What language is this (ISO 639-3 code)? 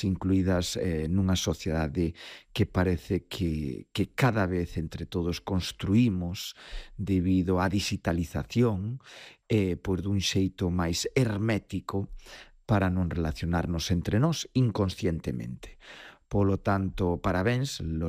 glg